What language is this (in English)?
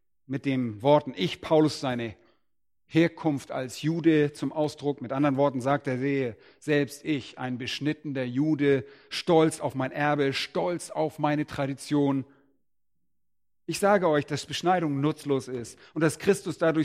German